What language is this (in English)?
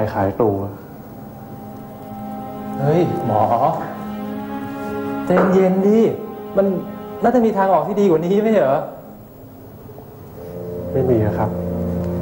Thai